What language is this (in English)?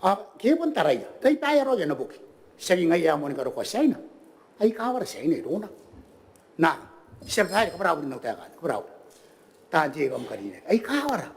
Gilbertese